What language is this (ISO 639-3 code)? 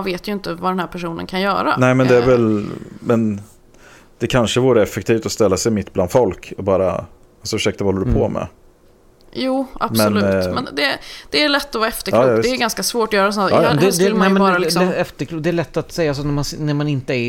swe